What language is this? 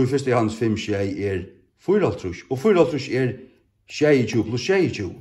Faroese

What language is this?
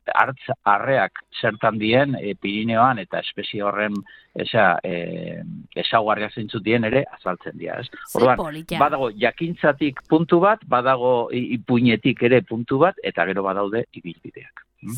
Basque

